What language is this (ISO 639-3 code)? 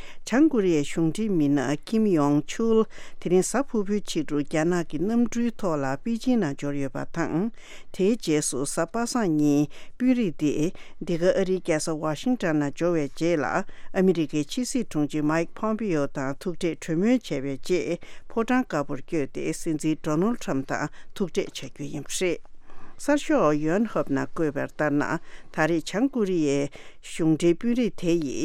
bod